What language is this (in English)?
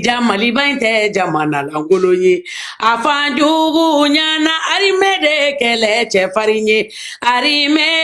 Bambara